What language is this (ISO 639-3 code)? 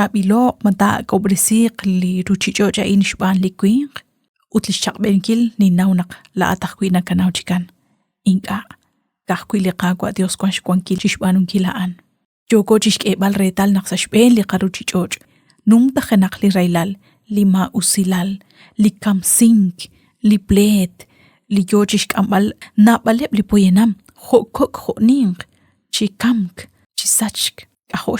kek